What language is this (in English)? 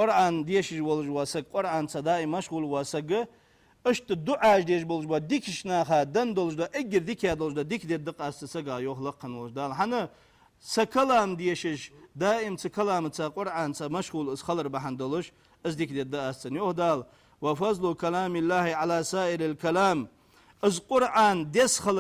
Ingush